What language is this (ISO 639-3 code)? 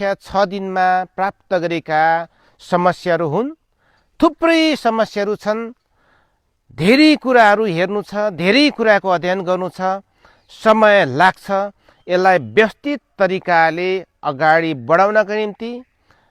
nep